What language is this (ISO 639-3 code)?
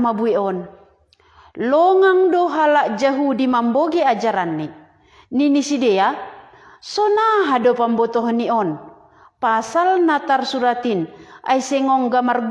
bts